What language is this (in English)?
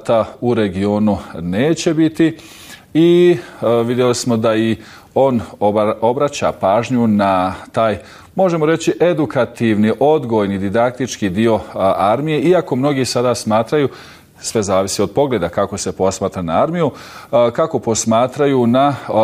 Bosnian